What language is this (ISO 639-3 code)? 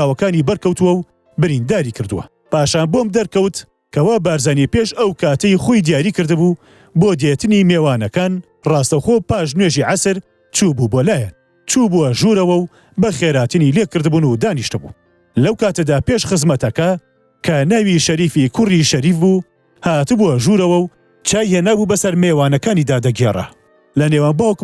ckb